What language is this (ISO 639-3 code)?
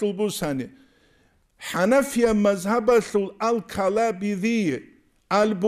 ava